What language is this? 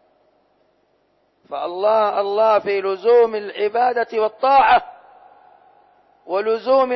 Arabic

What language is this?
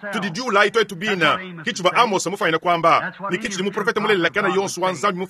Luba-Lulua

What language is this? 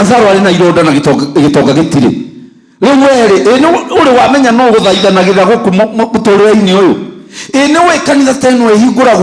Kikuyu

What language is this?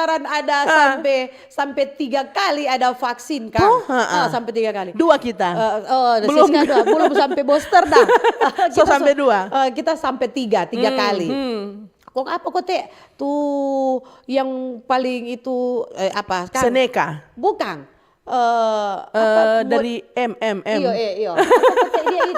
Manado Malay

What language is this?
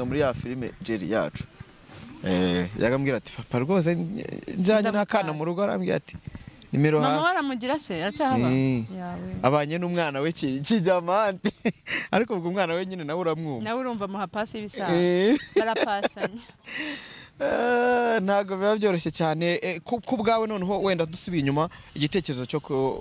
Kinyarwanda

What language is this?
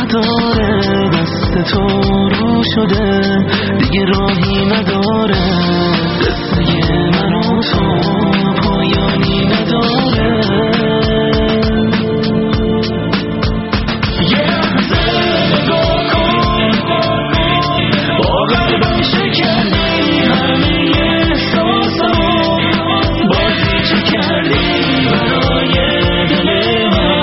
Persian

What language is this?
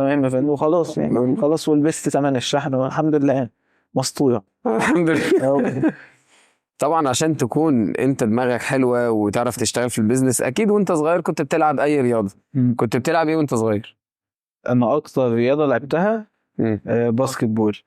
Egyptian Arabic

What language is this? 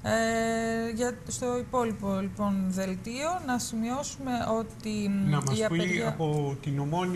Greek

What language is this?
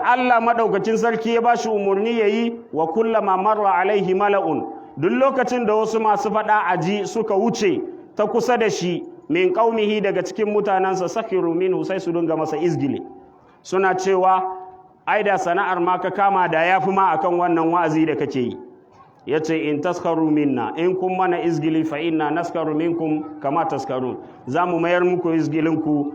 Hausa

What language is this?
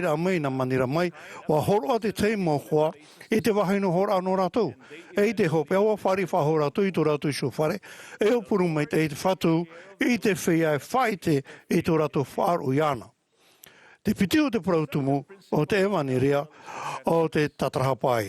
Tahitian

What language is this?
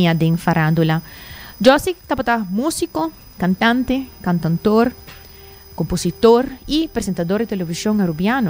Papiamento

